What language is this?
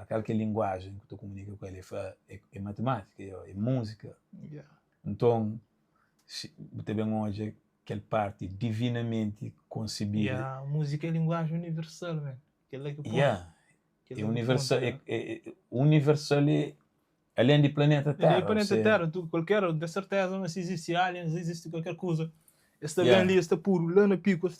Kabuverdianu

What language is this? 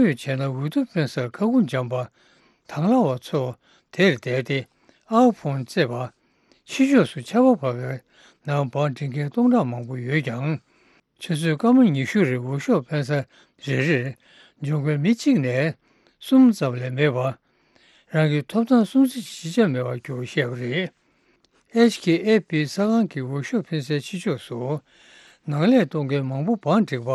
Tibetan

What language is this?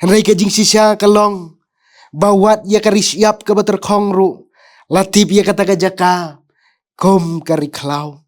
Khasi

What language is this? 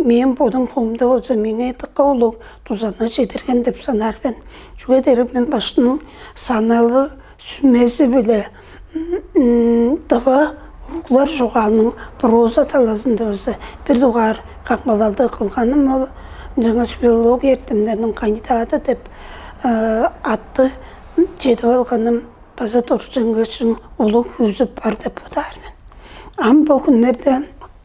Tuvinian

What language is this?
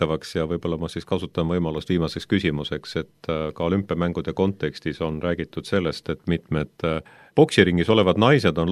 Estonian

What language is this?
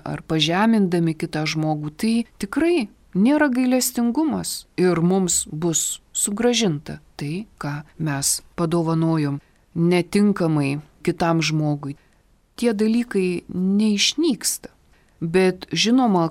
Lithuanian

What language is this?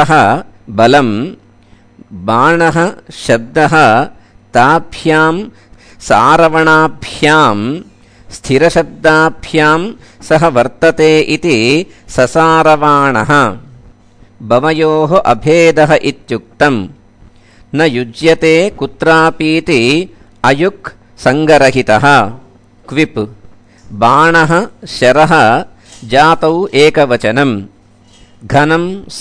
Sanskrit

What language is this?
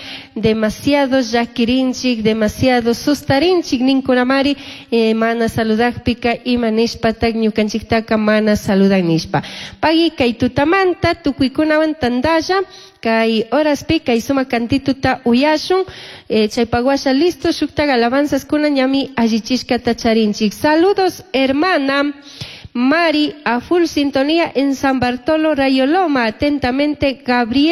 Chimborazo Highland Quichua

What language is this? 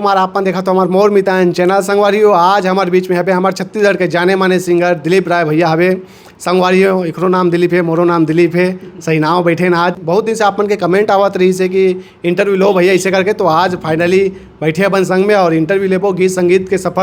Chhattisgarhi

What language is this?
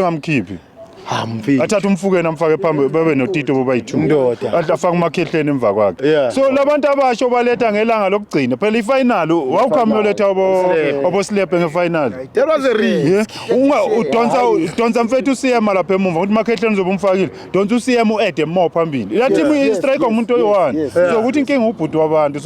Zulu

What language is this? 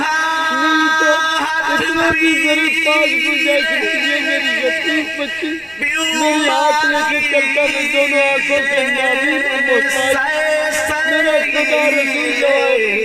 Saraiki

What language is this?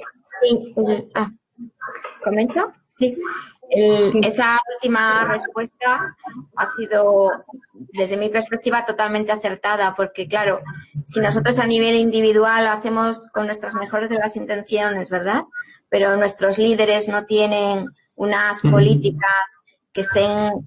Spanish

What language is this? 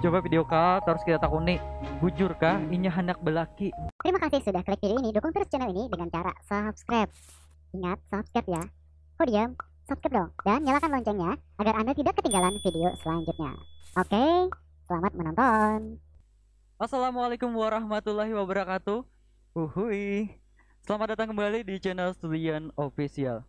Banjar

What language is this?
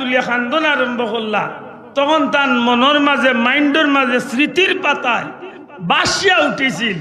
Sylheti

